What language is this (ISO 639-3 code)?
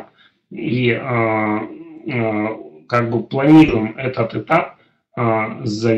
rus